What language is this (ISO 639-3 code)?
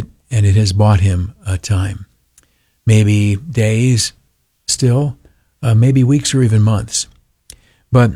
eng